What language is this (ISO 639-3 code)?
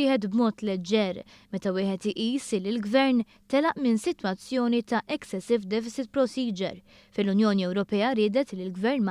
mlt